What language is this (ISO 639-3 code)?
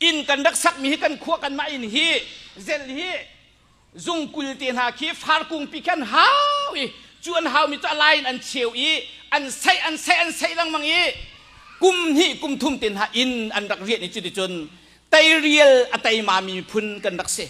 cnh